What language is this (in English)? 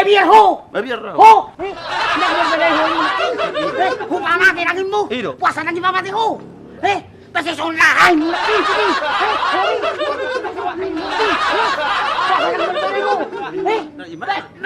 Batak Toba